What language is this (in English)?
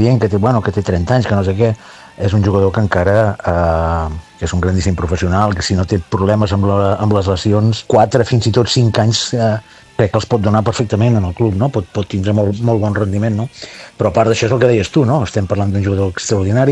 Catalan